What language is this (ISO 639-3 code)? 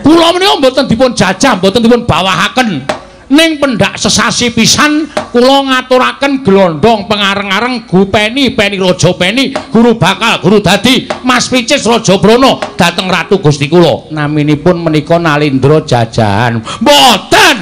jav